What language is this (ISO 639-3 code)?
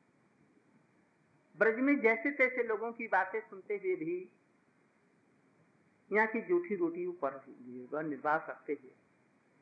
hin